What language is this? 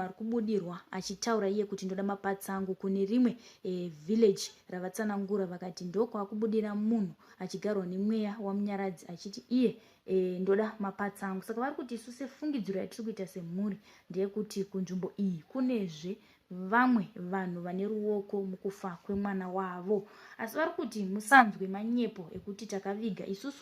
Shona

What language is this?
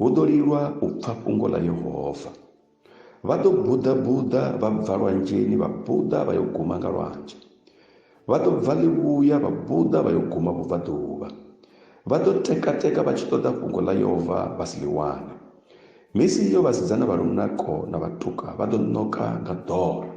Venda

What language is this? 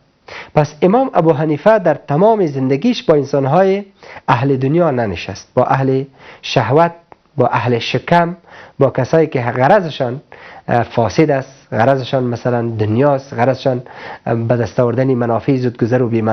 Persian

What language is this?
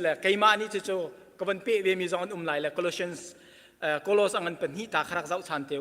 Hakha Chin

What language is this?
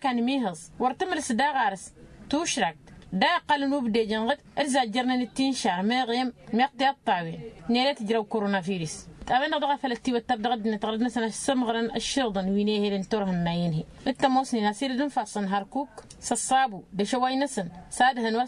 Tamasheq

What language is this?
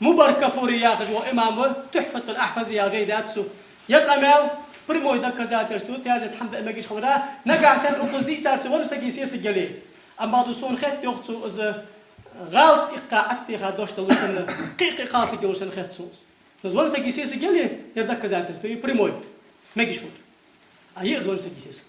Ingush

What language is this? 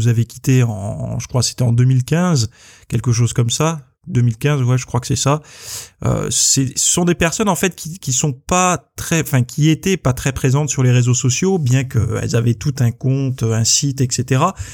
French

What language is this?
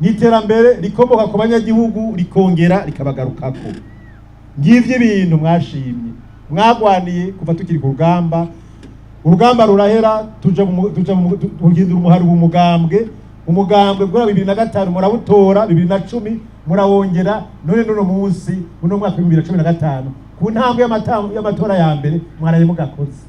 Rundi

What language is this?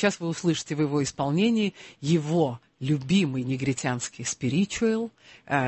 Russian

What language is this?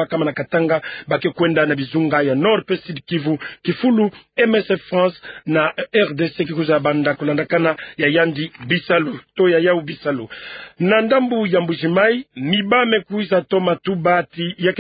Kituba (Democratic Republic of Congo)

